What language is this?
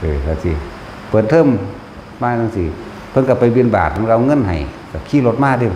Northeastern Thai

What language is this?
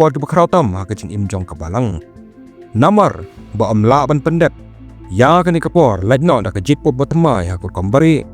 Khasi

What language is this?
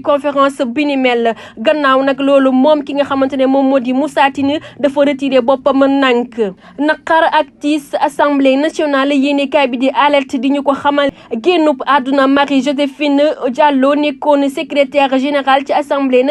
Wolof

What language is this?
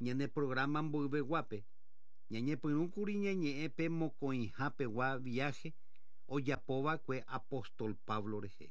Guarani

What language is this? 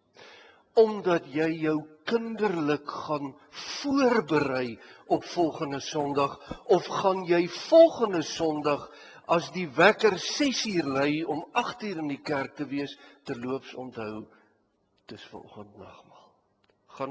Afrikaans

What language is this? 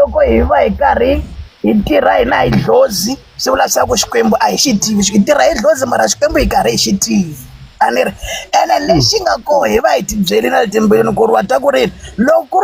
Tsonga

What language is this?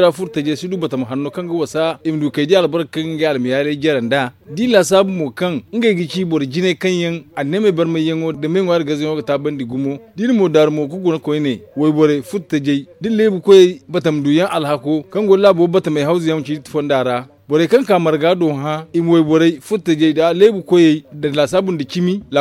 Zarma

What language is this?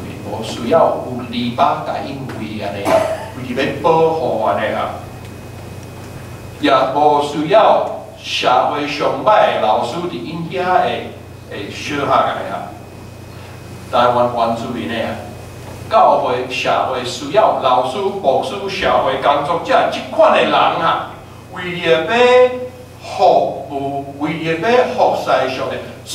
Min Nan Chinese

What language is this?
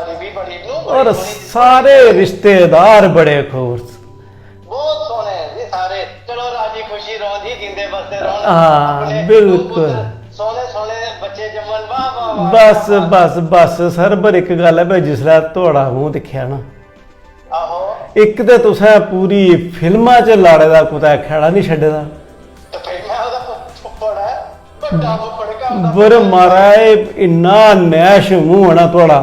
Dogri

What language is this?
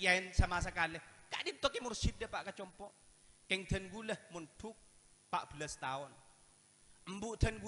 Madurese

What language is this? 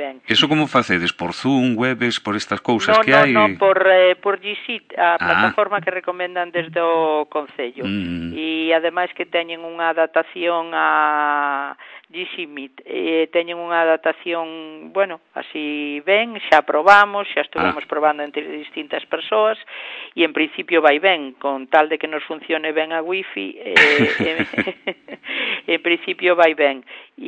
Galician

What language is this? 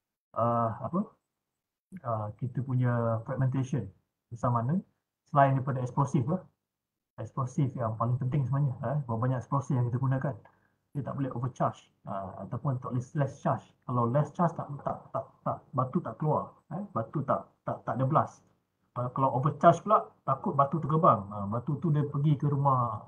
Malay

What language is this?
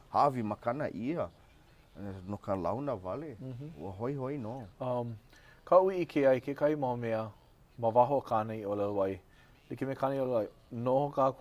Hawaiian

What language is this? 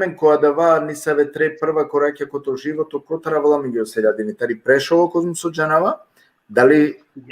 Balkan Romani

